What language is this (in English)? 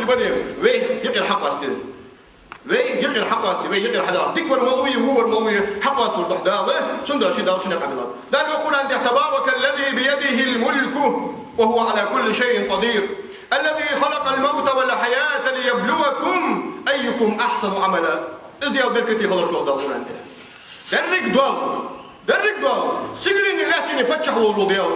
Ingush